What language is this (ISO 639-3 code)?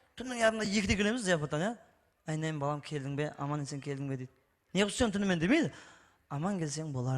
kaa